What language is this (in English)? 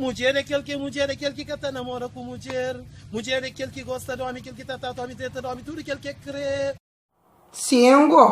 Kabuverdianu